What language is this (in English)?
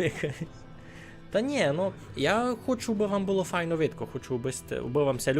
Rusyn